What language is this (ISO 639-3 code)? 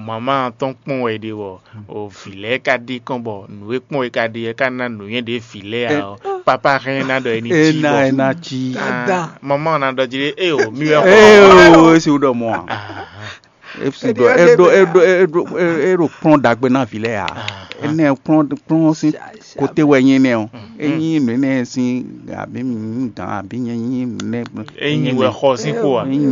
fon